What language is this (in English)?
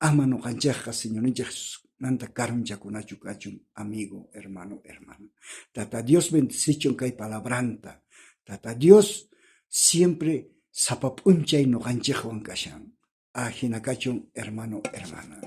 South Bolivian Quechua